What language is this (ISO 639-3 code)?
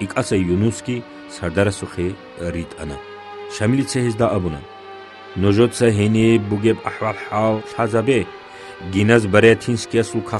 ava